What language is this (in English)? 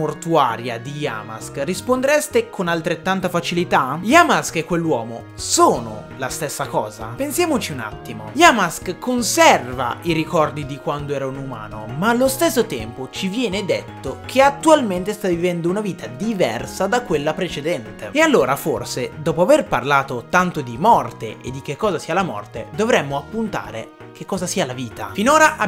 Italian